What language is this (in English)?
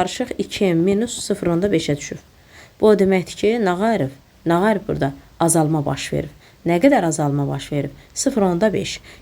Azerbaijani